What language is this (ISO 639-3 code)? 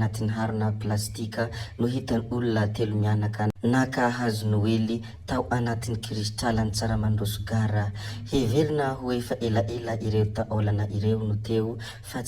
mlg